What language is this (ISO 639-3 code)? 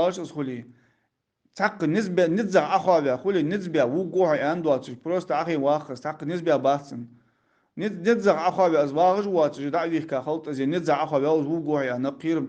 inh